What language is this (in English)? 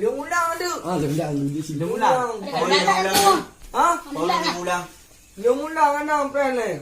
Achinese